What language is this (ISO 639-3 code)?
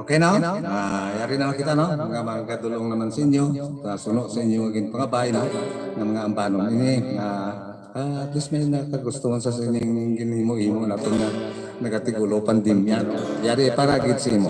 hil